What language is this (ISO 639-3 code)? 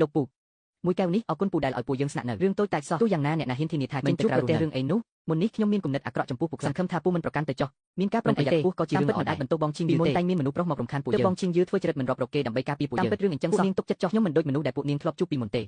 khm